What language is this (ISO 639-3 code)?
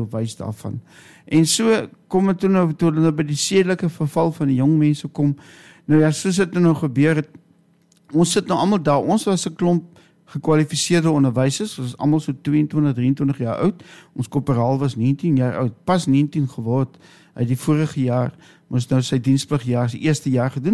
afr